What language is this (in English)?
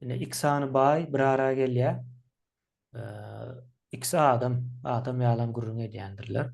Turkmen